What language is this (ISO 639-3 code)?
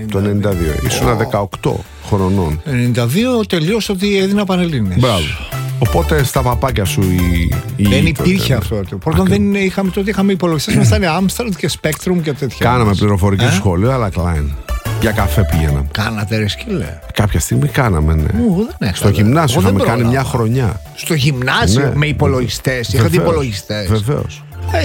ell